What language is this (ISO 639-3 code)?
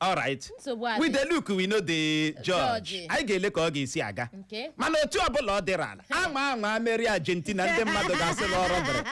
ibo